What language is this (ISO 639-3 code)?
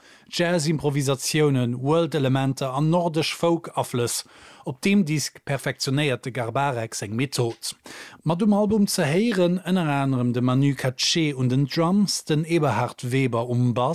ltz